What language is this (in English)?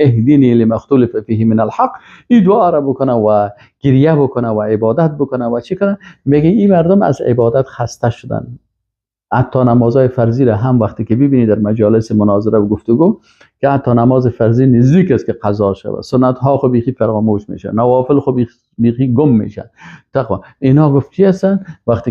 Persian